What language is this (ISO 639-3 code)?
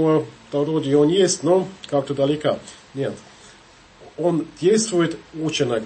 rus